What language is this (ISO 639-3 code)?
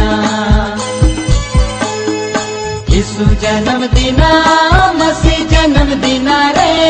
sck